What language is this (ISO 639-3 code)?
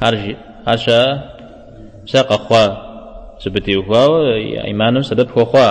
kbd